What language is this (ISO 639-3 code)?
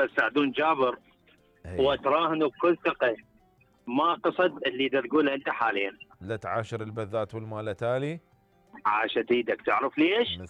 acm